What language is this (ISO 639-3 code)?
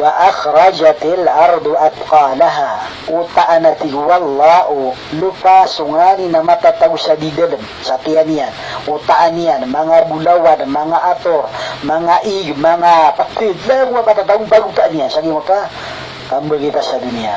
mrw